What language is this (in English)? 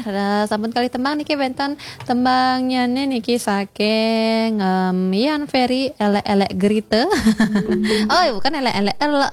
Balinese